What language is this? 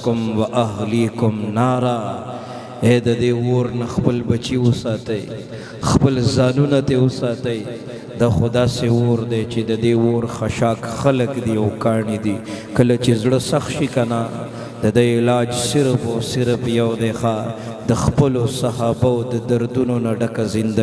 Pashto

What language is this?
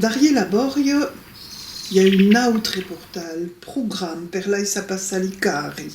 Occitan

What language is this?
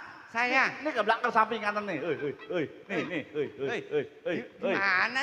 Betawi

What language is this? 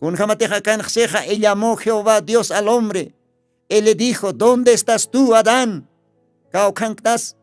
Aymara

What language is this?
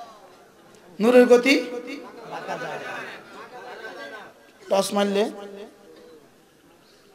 Bangla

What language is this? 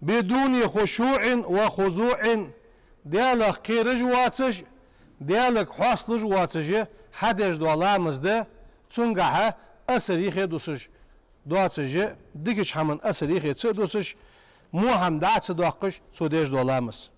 Ingush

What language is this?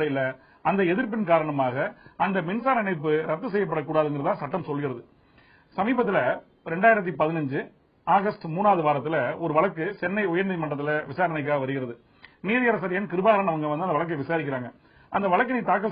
Tamil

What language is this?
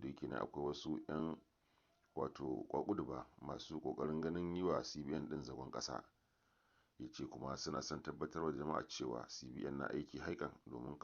Hausa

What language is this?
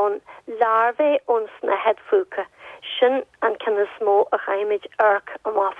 Irish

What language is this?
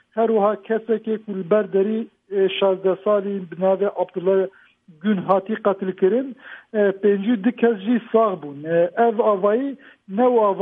Kurdish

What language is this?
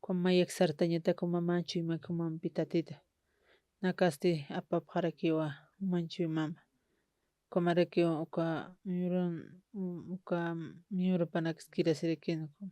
Aymara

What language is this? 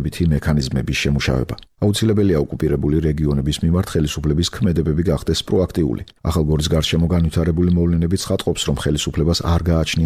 Georgian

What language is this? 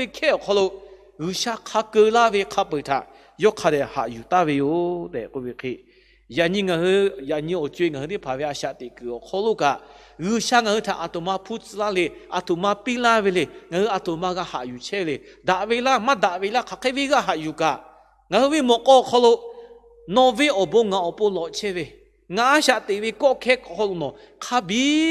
Lahu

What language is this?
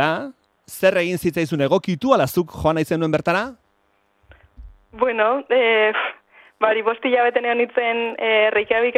Basque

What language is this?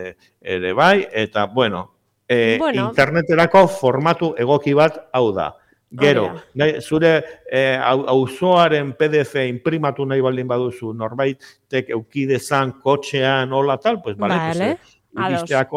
Basque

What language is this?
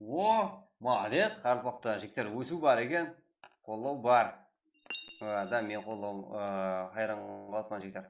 Kara-Kalpak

